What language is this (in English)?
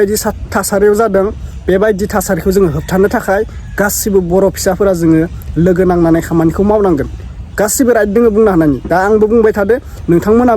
Bodo